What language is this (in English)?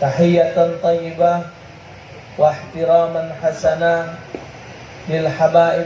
Musi